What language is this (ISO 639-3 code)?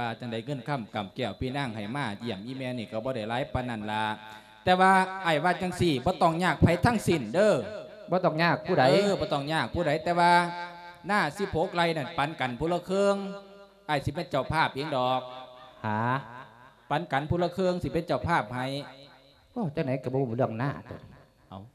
lao